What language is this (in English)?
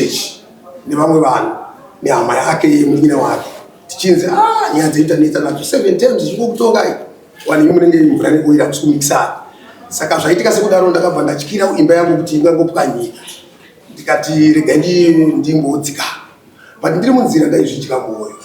Shona